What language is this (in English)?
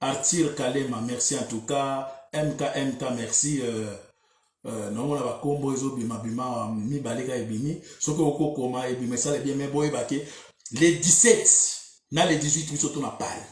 Lingala